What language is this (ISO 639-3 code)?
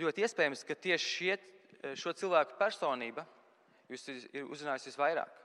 lav